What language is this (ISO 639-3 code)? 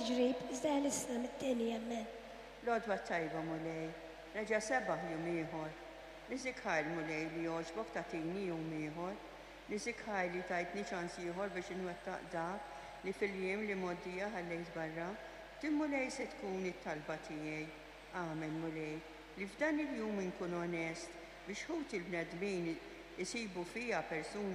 mlt